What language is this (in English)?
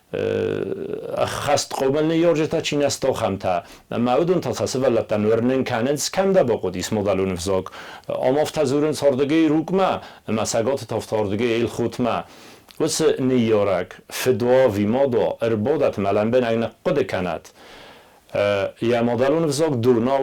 Ossetic